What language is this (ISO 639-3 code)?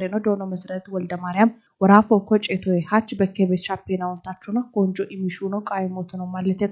kbr